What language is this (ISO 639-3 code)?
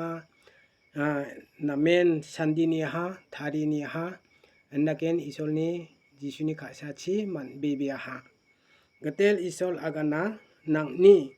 grt